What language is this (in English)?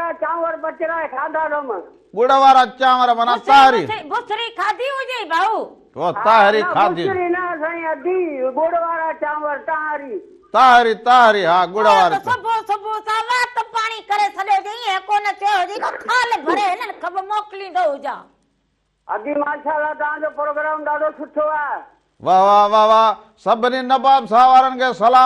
Sindhi